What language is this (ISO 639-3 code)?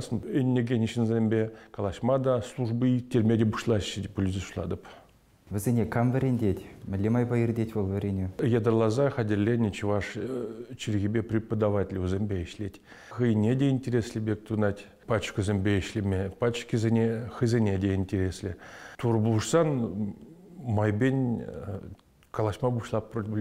chv